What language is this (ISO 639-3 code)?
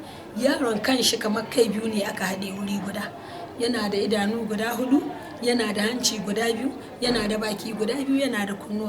hau